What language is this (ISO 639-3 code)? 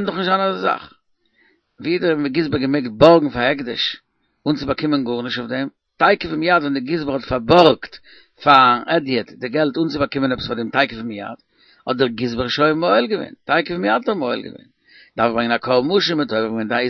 yid